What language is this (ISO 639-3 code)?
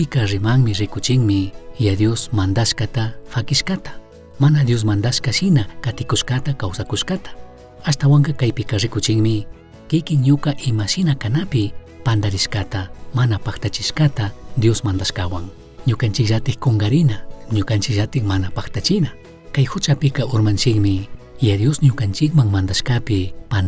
qug